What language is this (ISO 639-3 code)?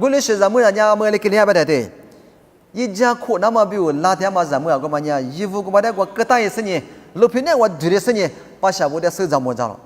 lis